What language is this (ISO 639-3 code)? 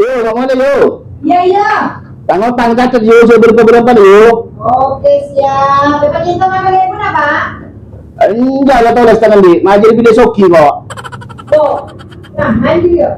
mad